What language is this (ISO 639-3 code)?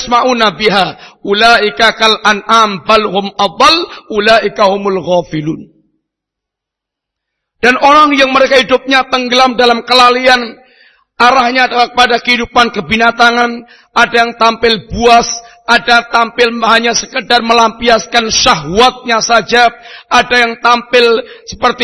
ind